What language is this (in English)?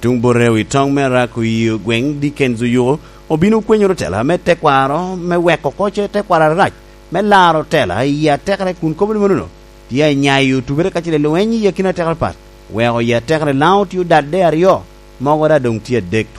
Lango (Uganda)